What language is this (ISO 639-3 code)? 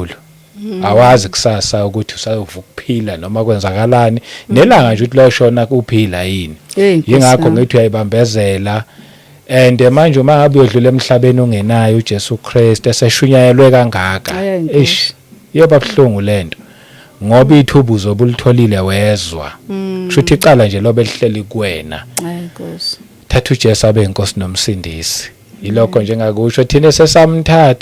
zul